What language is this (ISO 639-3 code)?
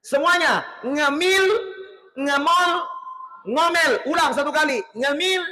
bug